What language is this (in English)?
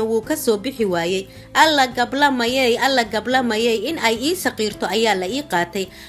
Somali